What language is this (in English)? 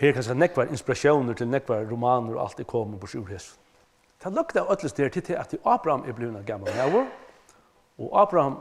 Faroese